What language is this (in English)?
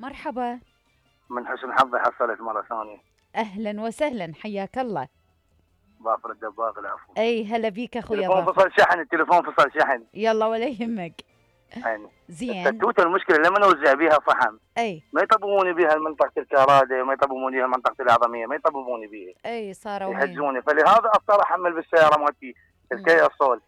Mesopotamian Arabic